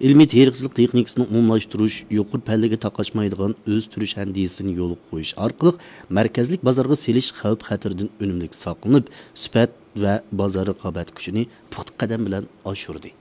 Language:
Uyghur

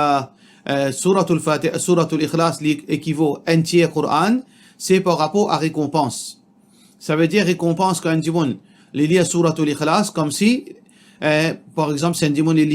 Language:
Morisyen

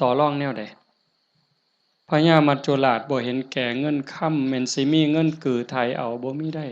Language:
Northeastern Thai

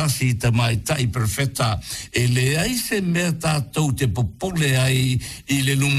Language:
Samoan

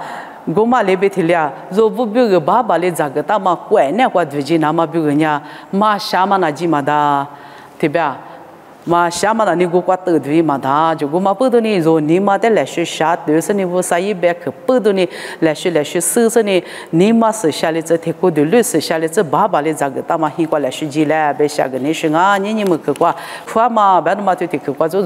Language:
Lisu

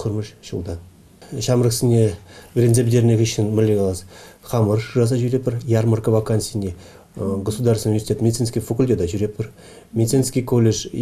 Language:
Chuvash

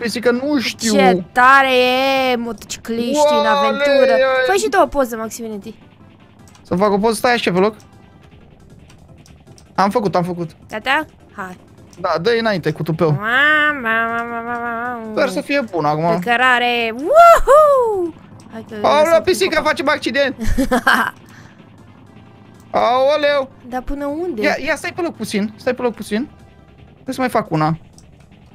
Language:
Romanian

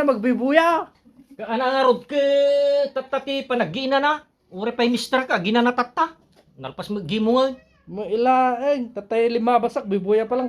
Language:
Iloko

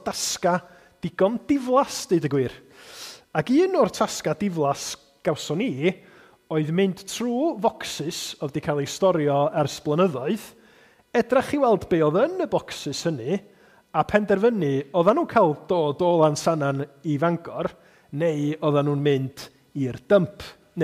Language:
Welsh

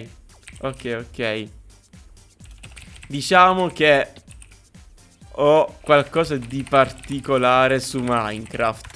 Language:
Italian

